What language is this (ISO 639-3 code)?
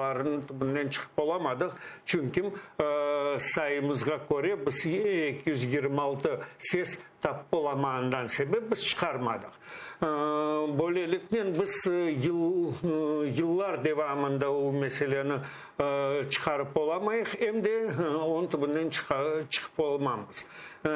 crh